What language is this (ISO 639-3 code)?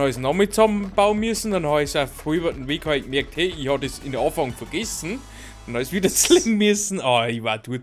bar